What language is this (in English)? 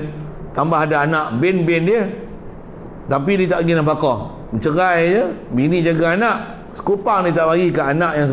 Malay